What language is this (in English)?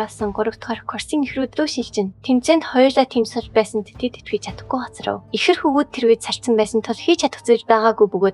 Mongolian